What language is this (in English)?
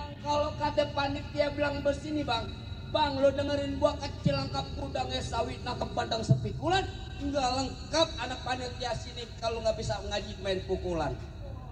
Betawi